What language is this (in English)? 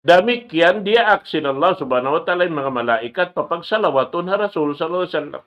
Tausug